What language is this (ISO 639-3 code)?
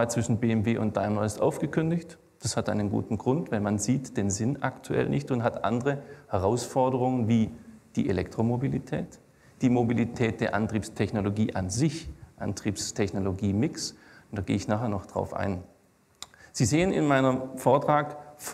deu